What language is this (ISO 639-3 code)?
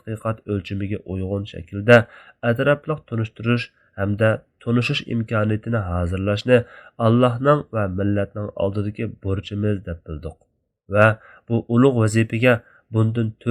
uig